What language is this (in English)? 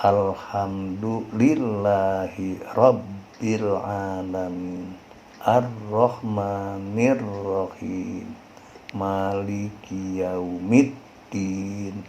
Sundanese